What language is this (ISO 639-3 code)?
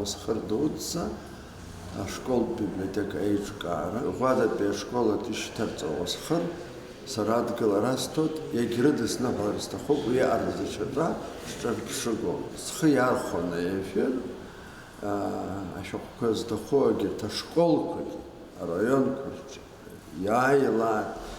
abk